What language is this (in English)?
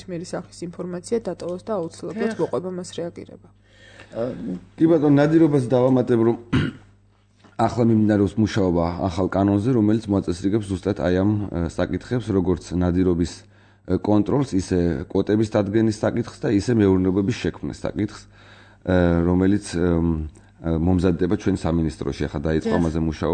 Georgian